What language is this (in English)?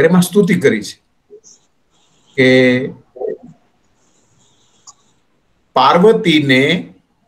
Gujarati